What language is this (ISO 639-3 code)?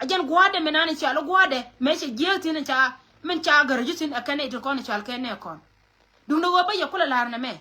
nus